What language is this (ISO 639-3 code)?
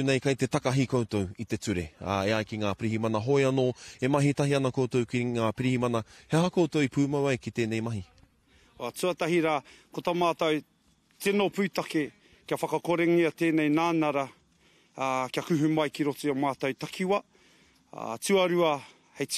mri